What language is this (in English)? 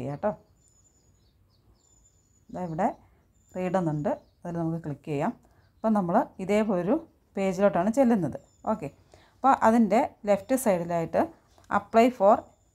Malayalam